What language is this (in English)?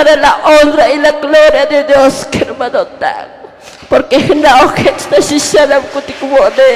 Tzotzil